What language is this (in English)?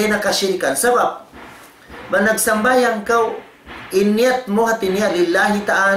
Tausug